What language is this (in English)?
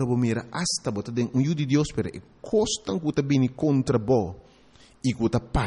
Papiamento